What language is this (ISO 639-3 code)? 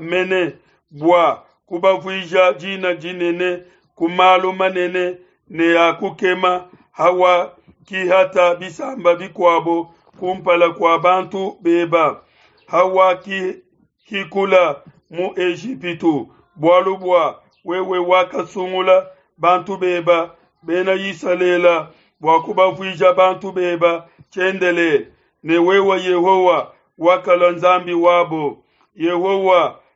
lua